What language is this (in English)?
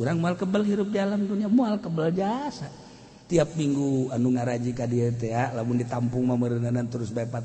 Sundanese